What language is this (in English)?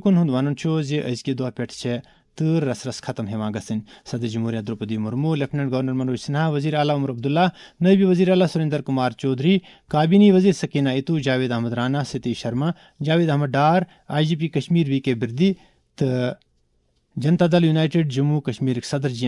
Kashmiri